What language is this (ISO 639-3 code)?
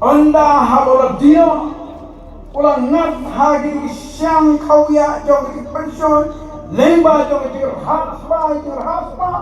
kha